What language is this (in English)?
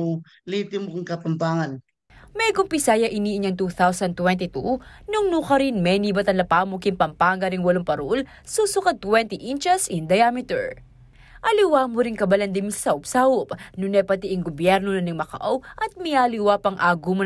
Pampanga